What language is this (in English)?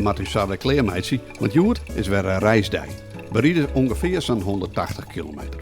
Western Frisian